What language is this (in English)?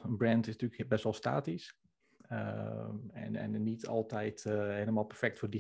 Dutch